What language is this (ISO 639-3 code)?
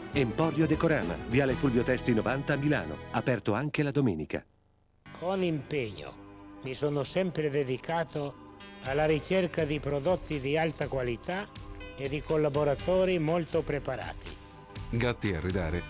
ita